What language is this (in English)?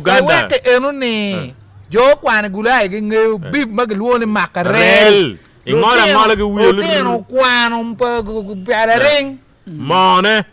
Acoli